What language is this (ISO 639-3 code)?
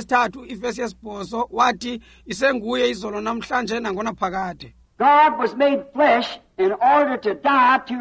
xho